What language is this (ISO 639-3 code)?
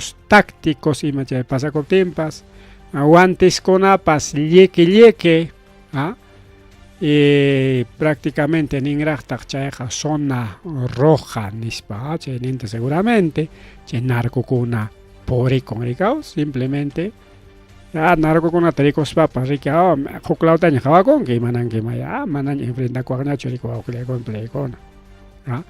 quy